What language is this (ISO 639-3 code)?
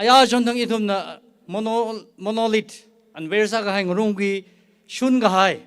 nmf